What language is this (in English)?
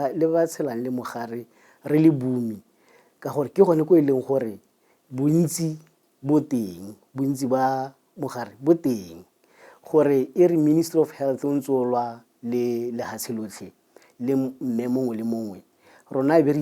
Tswana